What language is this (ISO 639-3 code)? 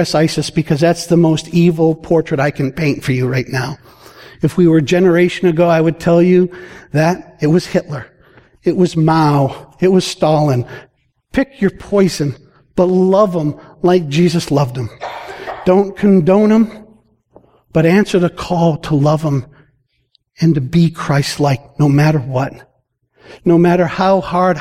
eng